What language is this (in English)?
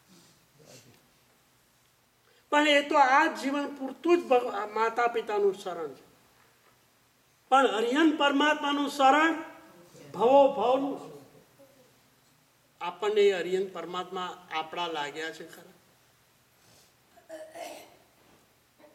Gujarati